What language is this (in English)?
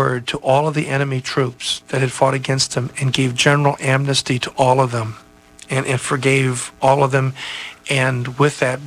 English